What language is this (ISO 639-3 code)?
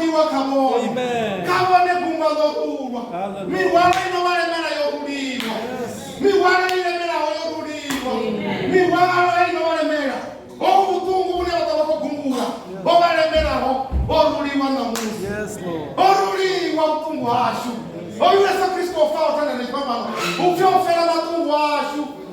ven